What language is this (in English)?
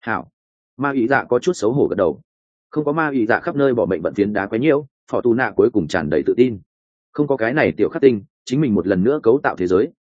Vietnamese